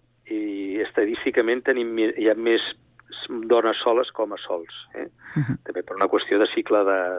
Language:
Catalan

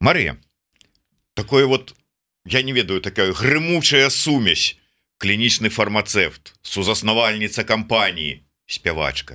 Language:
Belarusian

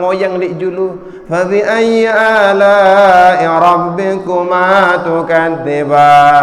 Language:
Sasak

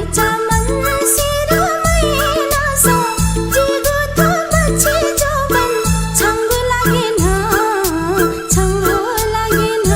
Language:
Newari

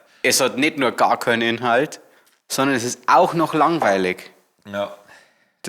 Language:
Bavarian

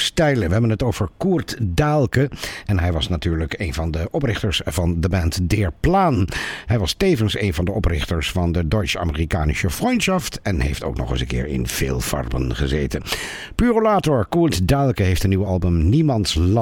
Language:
Dutch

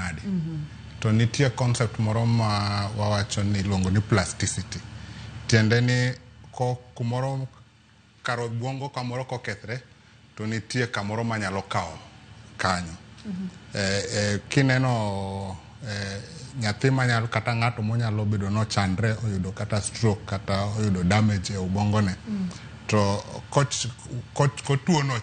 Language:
Luo (Kenya and Tanzania)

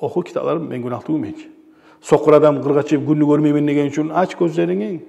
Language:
Kumyk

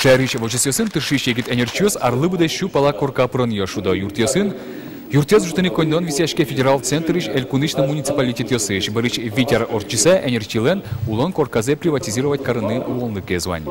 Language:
Udmurt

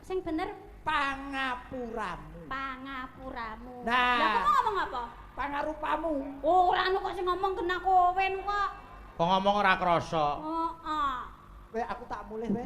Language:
Javanese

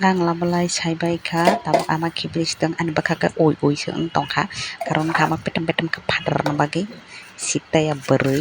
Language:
Kok Borok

